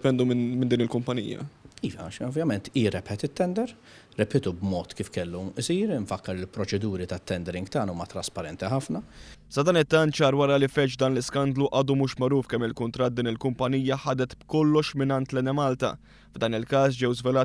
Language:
Maltese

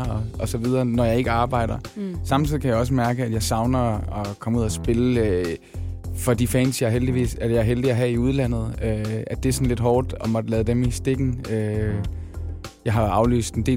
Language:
Danish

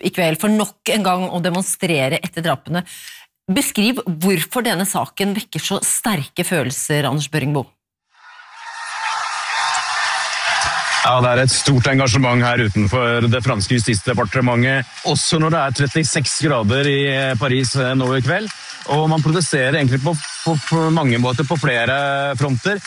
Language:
Norwegian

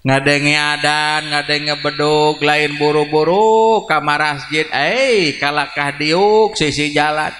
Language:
Sundanese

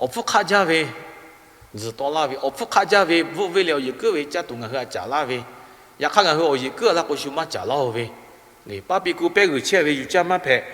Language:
Lahu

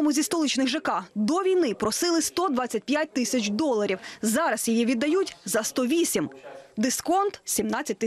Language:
Ukrainian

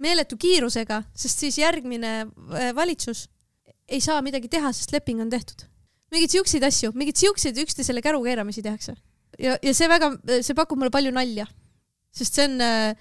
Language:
Estonian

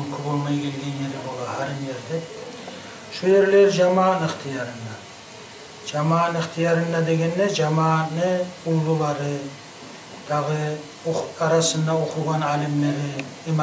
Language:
Kumyk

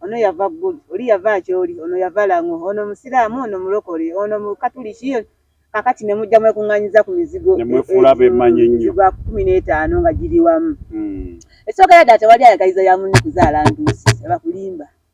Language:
Ganda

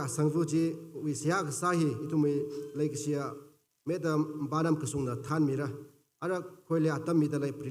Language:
Tangkhul Naga (India)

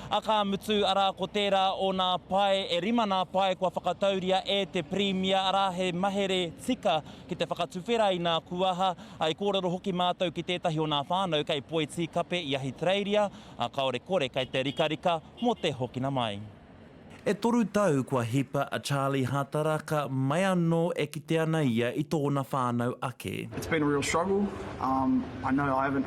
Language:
Māori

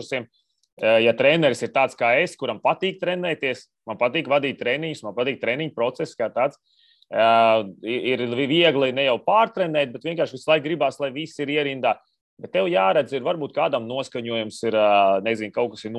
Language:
Latvian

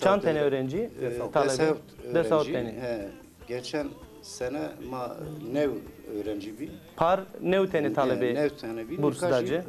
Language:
Zaza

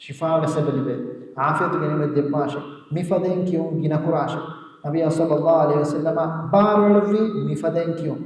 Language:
Divehi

